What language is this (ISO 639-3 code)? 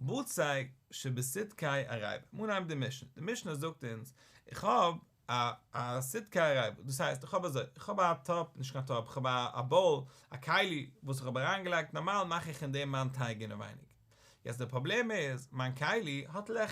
yid